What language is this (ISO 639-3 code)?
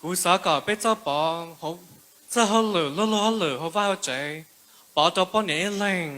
hmn